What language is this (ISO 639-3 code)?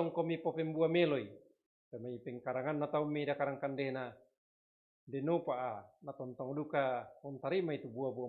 sda